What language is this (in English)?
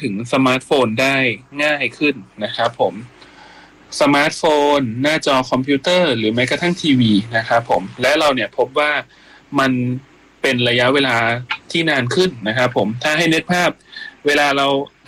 Thai